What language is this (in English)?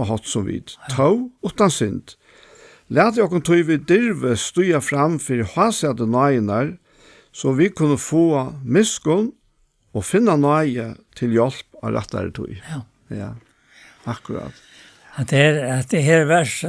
Faroese